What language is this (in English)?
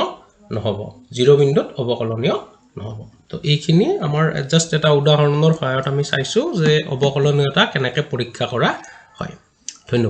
Assamese